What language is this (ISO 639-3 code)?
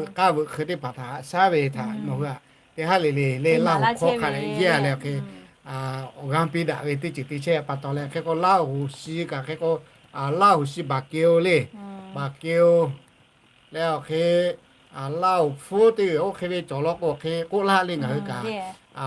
lhu